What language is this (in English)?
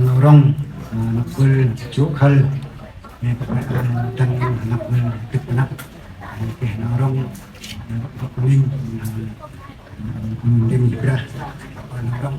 Central Mnong